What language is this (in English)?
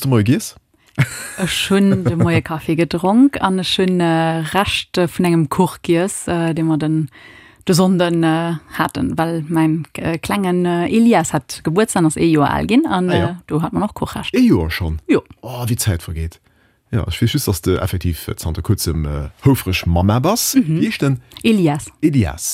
Luxembourgish